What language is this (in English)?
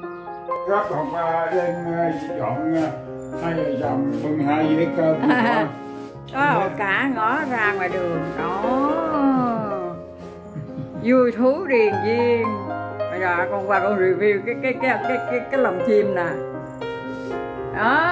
Vietnamese